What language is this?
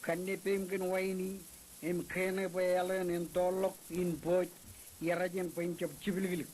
Marshallese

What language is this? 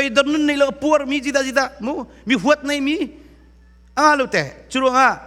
Hakha Chin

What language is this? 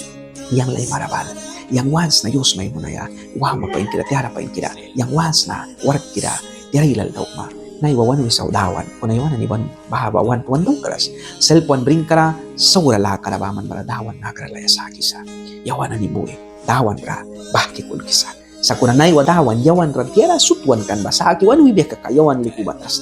Mískito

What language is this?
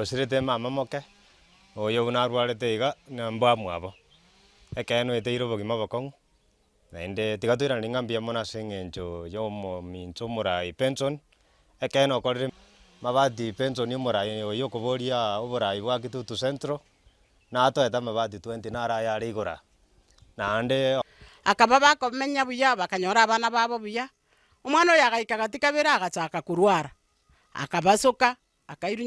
Gusii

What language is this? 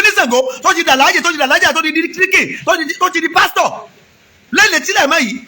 Yoruba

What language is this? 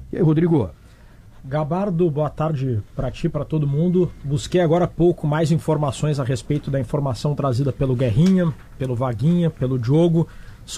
Portuguese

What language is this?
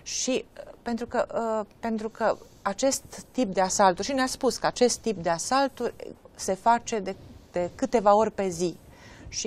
Romanian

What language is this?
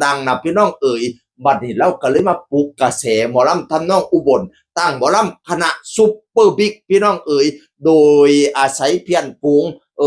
Northeastern Thai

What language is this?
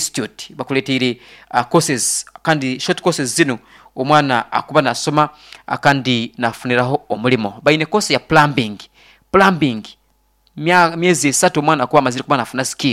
Nyankole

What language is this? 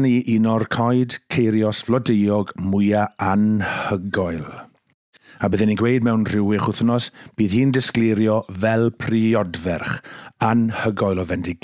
Welsh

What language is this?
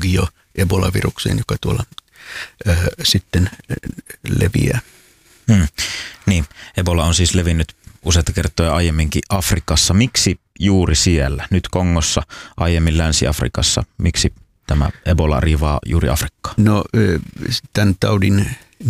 Finnish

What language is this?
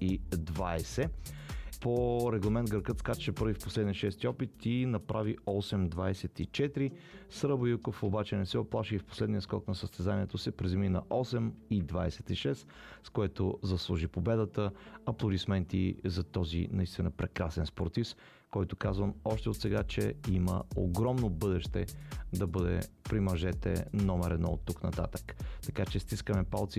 Bulgarian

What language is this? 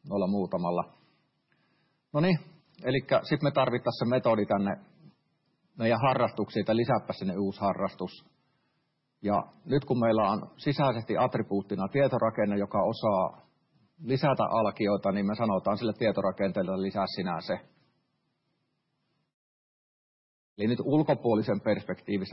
Finnish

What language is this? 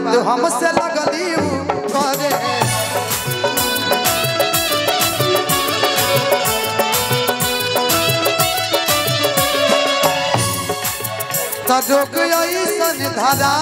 Bhojpuri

